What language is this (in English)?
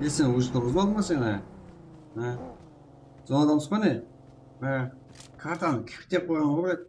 Kara-Kalpak